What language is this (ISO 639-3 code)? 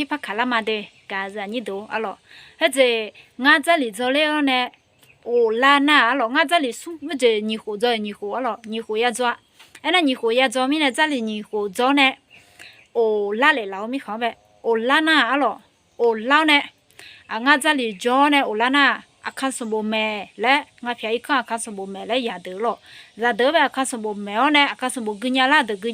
ahk